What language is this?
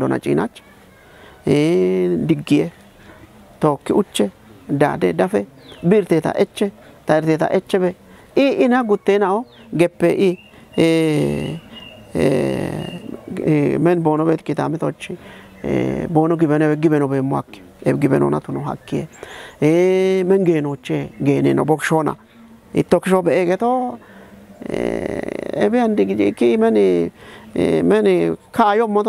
Kafa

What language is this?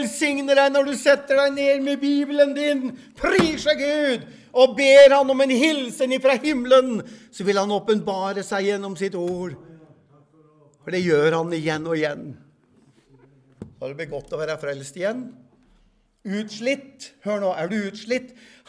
Norwegian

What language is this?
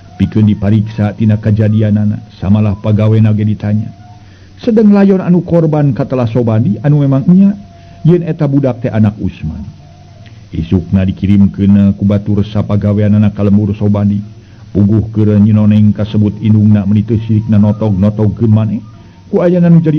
Sundanese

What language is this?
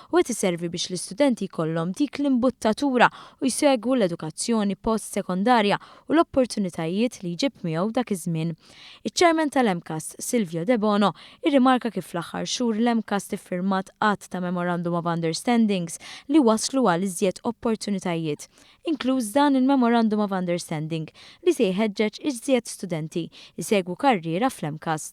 Maltese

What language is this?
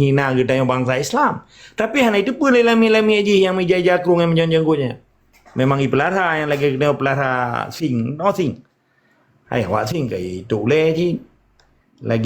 Achinese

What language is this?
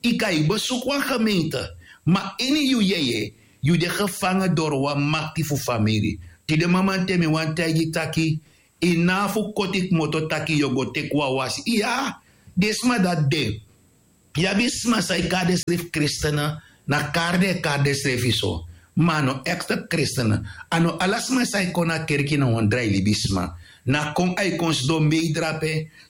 Sranan Tongo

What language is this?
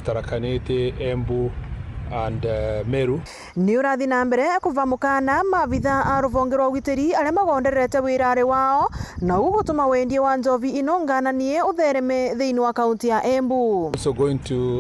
Meru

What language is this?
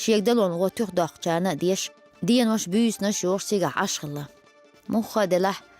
Chechen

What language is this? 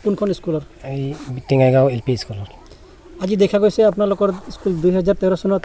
Santali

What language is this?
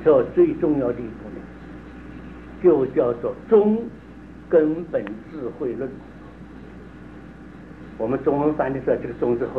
Chinese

